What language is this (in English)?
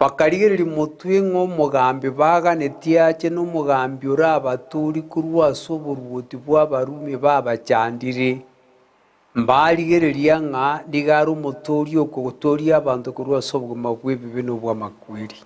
Gusii